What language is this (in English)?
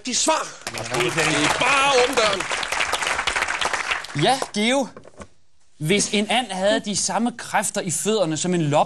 Danish